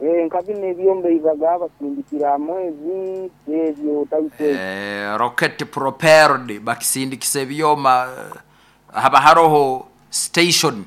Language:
Nyoro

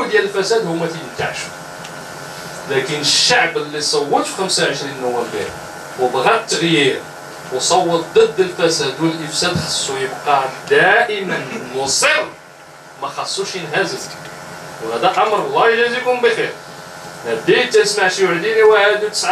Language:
Moroccan Arabic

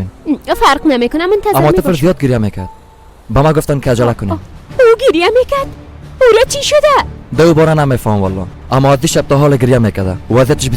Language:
Persian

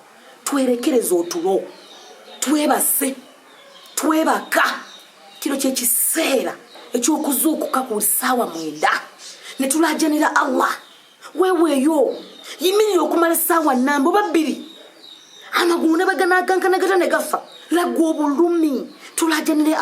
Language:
Ganda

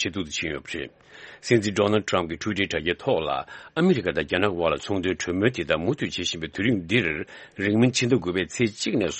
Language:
Tibetan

